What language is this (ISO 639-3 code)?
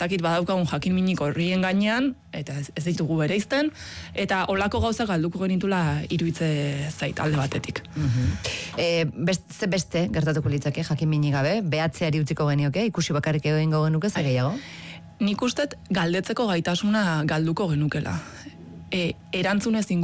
eus